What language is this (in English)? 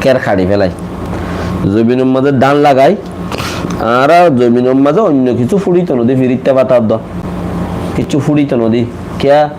Rohingya